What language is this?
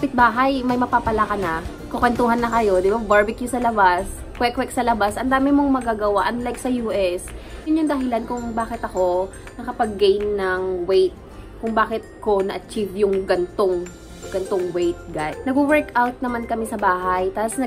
Filipino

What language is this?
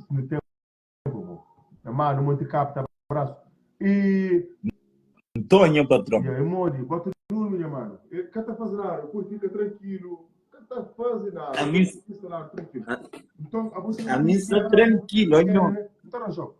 Kabuverdianu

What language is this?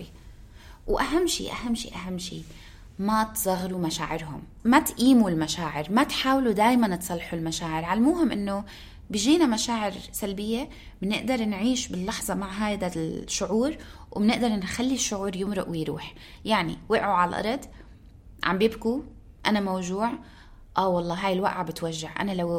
North Levantine Arabic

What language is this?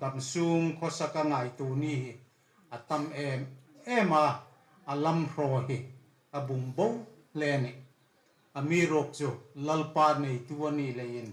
Hmar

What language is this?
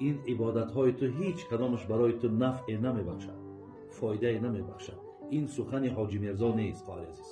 Tajik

